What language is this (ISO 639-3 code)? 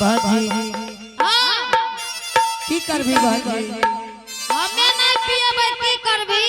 anp